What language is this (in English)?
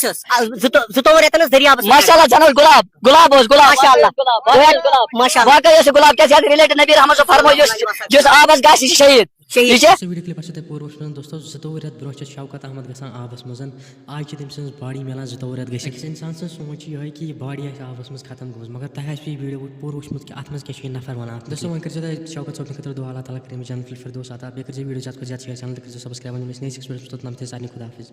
Kashmiri